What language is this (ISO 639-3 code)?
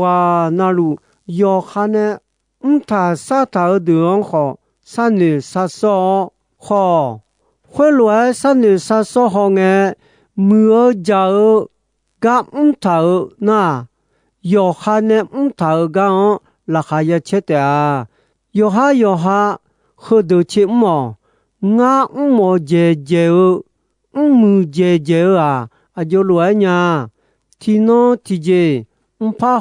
ahk